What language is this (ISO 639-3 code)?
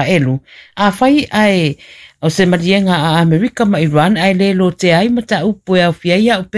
smo